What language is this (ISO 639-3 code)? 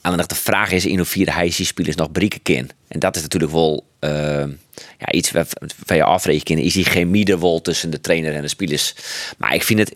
fry